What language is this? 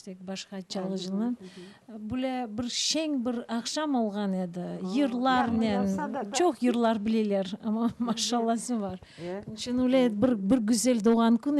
Crimean Tatar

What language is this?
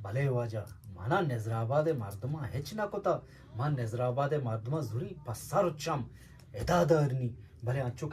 Eastern Balochi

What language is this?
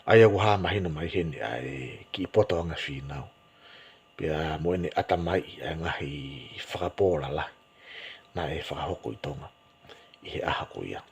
Tongan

